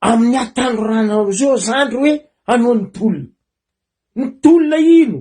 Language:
Malagasy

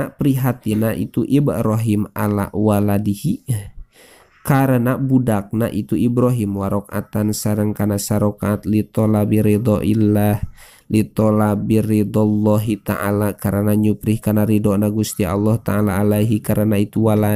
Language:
Sundanese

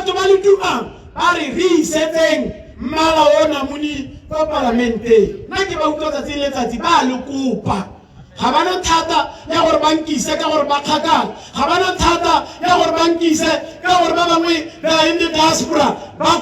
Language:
Tswana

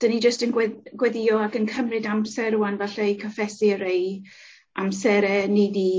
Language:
Welsh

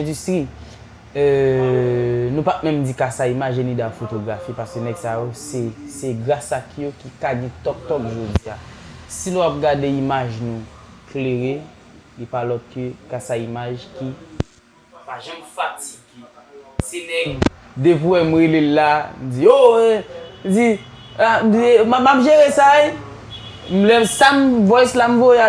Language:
Haitian Creole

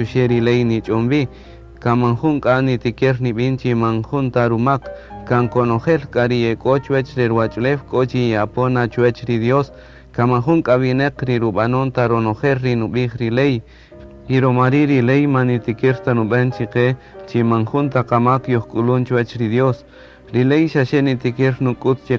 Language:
Kaqchikel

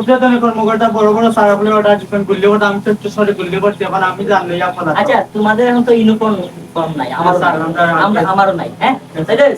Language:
Sylheti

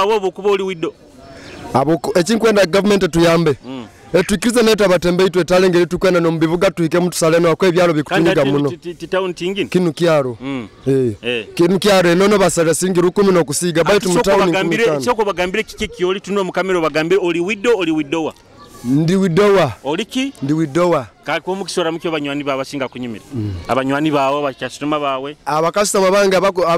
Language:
Nyoro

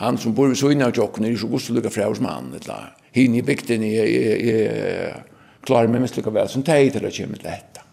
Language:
Faroese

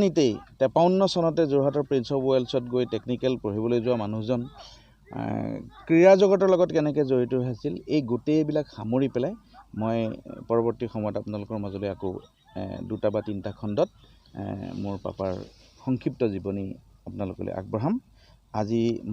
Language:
Assamese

